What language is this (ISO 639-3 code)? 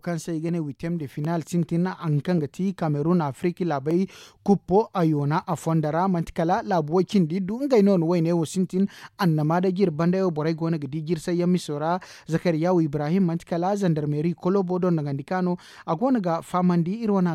dje